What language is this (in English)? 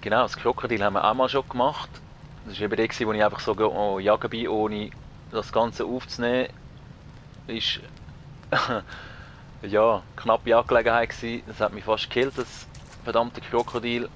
Swiss German